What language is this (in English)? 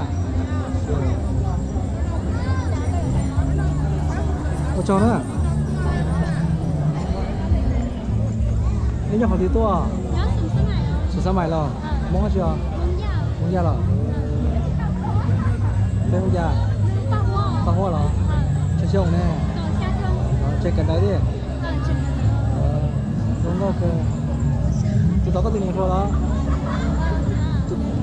Vietnamese